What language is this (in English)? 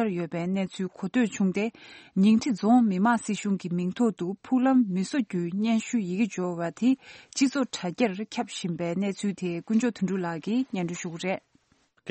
Tibetan